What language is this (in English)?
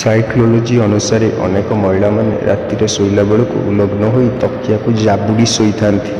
Odia